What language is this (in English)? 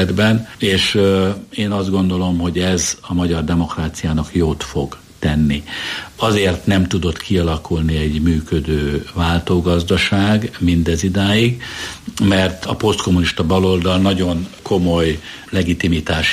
Hungarian